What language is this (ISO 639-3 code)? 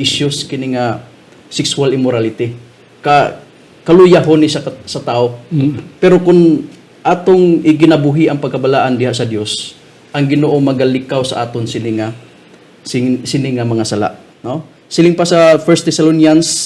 hil